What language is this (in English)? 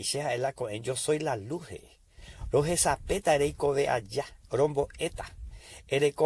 Guarani